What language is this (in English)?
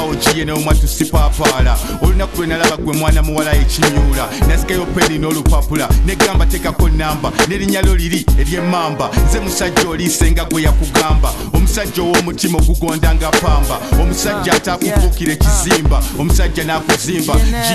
Ganda